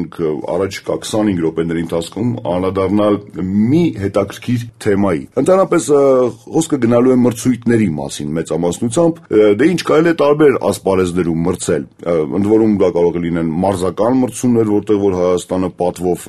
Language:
Armenian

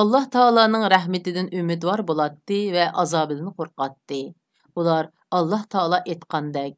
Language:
Uyghur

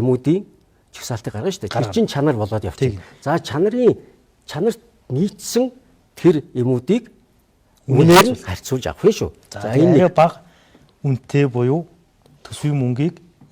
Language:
Mongolian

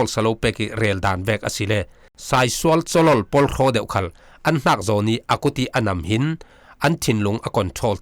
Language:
Falam Chin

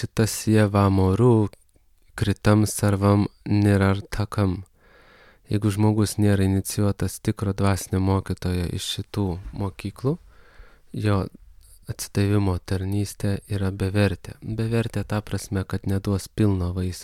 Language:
Lithuanian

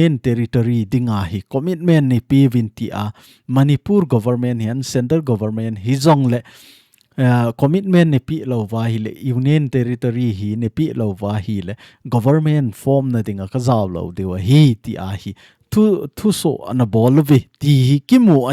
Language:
Thado Chin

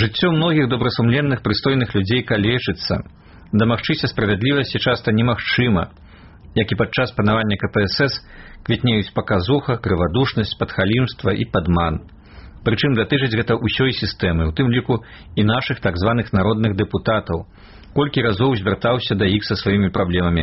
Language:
Belarusian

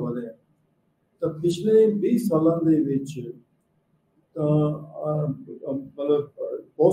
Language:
Punjabi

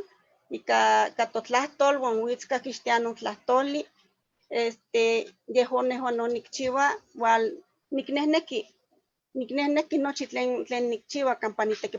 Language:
Eastern Huasteca Nahuatl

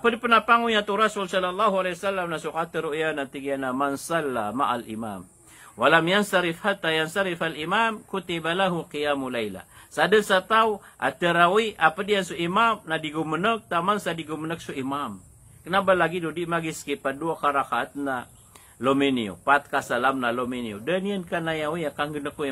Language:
Maranao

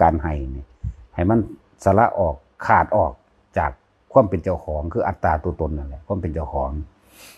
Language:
Lao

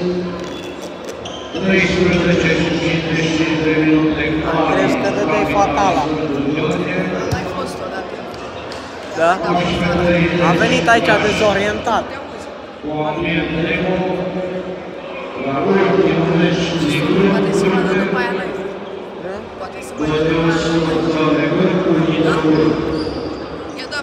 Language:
Romanian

